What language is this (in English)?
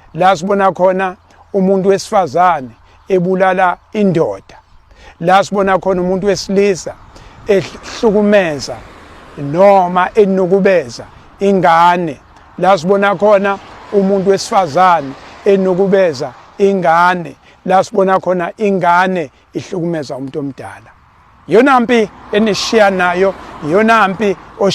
Zulu